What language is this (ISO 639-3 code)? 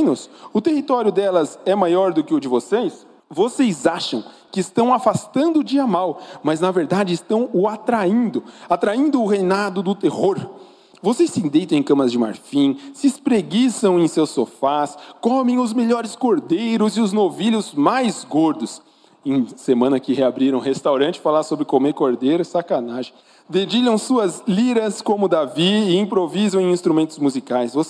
por